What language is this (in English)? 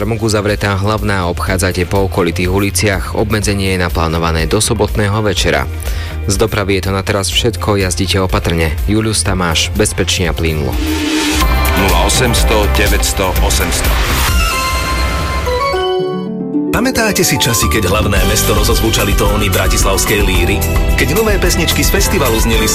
Slovak